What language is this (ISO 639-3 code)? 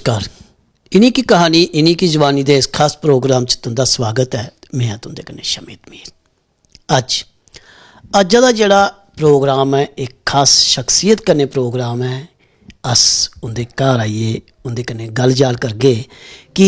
doi